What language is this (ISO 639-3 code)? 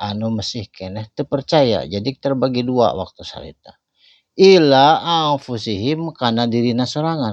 sun